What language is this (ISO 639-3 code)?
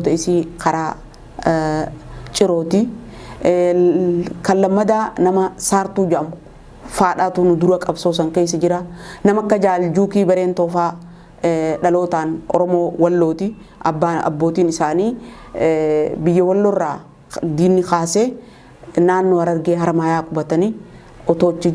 orm